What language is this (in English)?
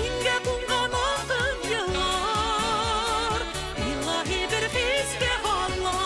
Bashkir